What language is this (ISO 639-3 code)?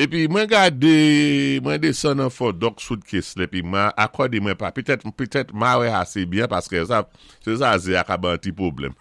acf